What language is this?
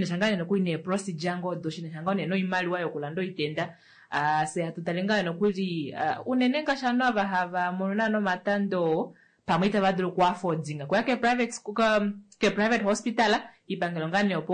Kuanyama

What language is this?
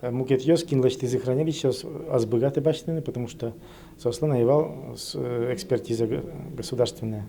Udmurt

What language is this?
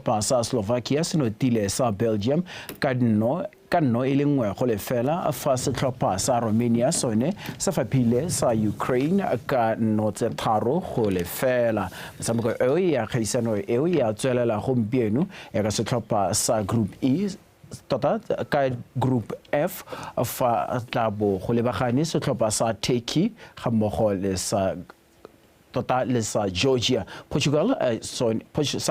Tswana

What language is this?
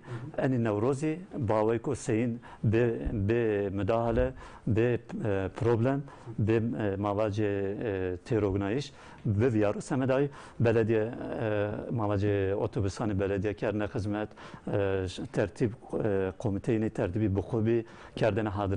Zaza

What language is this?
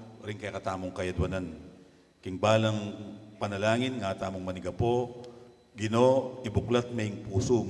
Pampanga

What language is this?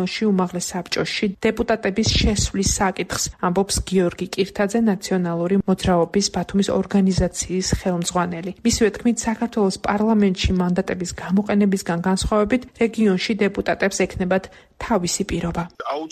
Georgian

